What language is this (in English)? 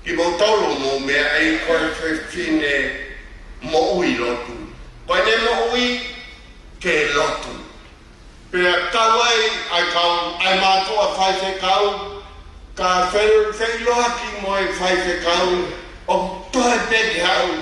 Tongan